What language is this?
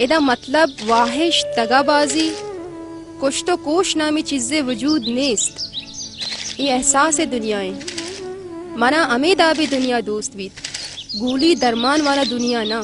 Baluchi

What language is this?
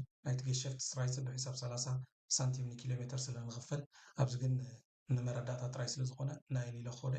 Tigrinya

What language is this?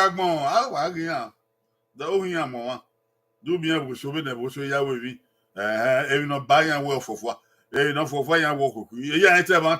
Bini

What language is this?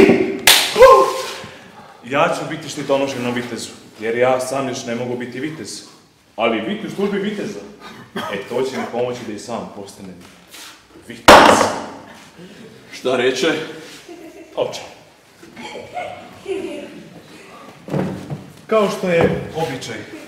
Croatian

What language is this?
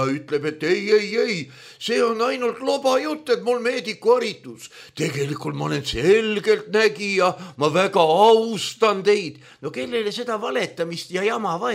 Estonian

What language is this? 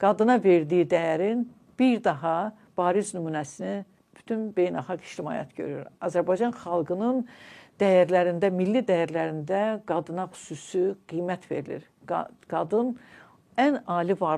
Azerbaijani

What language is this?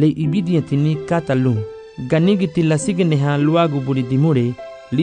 Garifuna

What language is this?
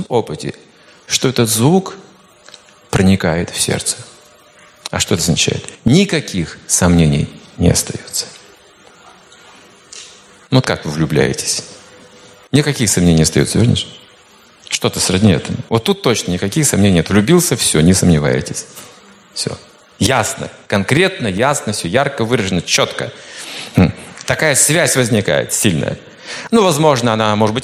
Russian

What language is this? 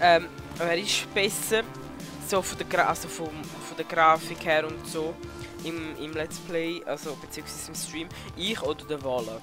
Swiss German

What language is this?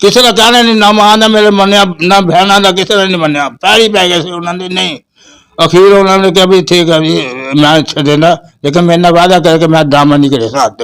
Western Panjabi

